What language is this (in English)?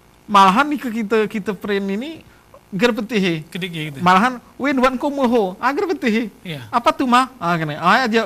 Gayo